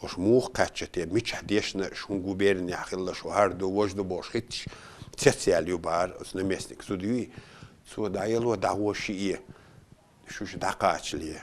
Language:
Chechen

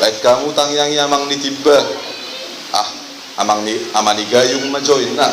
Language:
Batak Toba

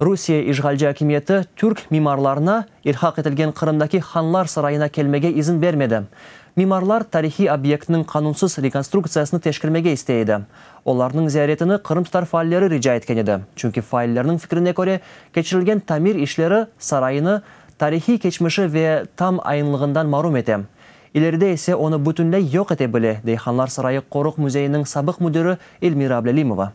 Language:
Crimean Tatar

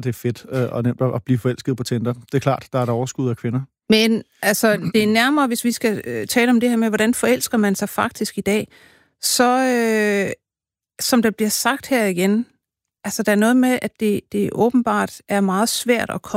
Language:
Danish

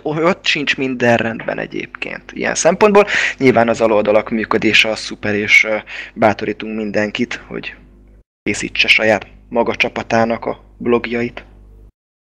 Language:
Hungarian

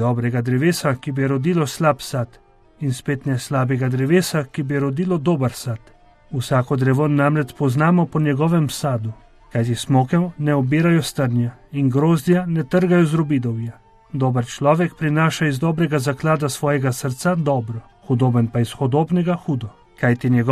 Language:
Slovenian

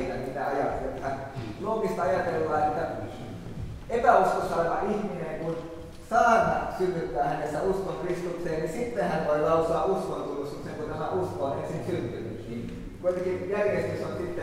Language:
Finnish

